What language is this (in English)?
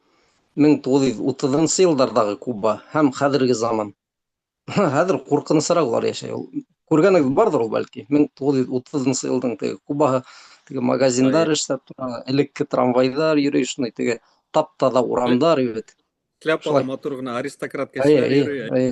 Bashkir